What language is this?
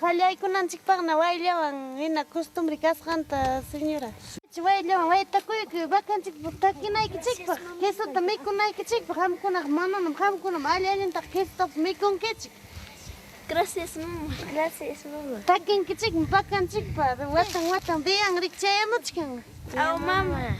Ayacucho Quechua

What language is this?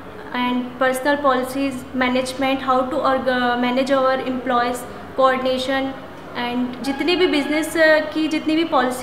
Hindi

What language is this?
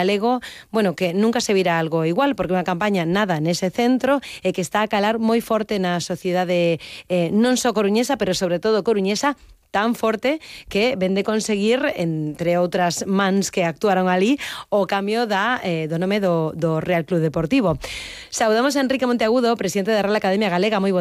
Galician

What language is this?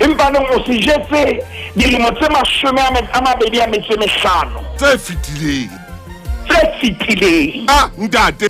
Southern Sotho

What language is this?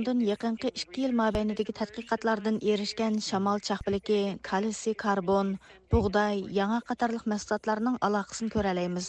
Uyghur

